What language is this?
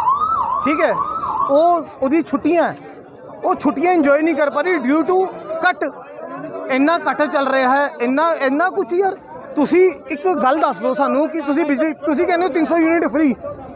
Punjabi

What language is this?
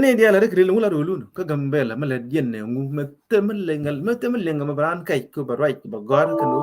Nuer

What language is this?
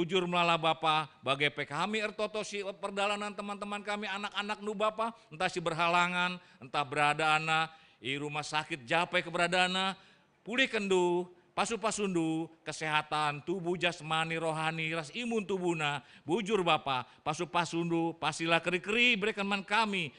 Batak Karo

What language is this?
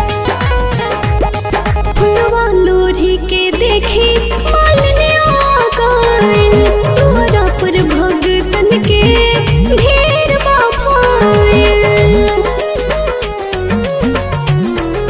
Bhojpuri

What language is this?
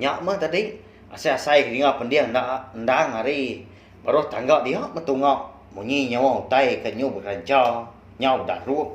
Iban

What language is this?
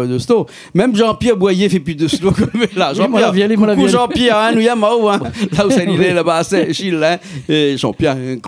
Réunion Creole French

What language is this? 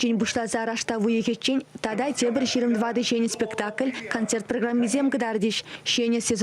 Chuvash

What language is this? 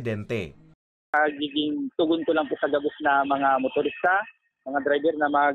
Bikol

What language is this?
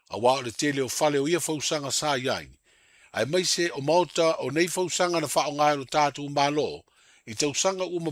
Samoan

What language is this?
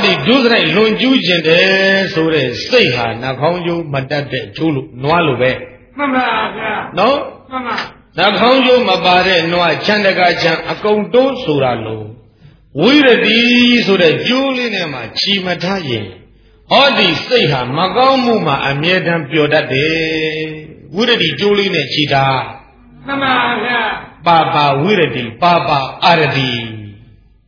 Burmese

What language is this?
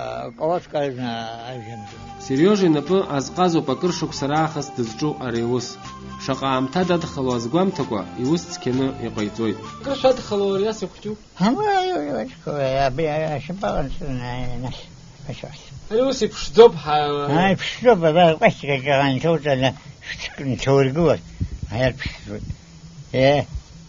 Abkhazian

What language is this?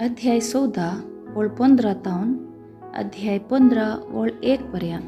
Konkani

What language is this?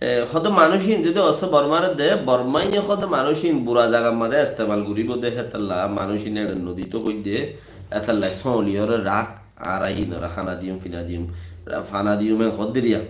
Rohingya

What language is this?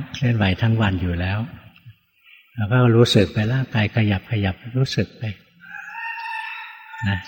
Thai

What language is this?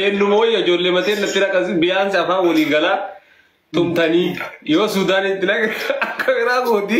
Oromo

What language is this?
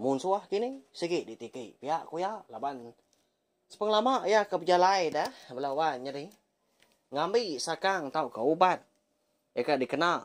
Iban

